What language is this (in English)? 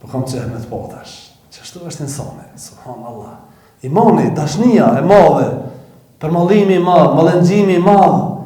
Albanian